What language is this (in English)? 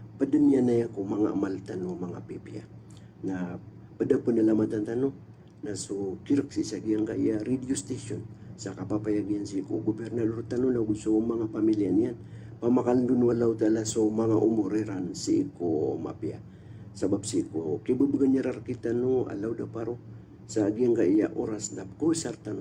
Maranao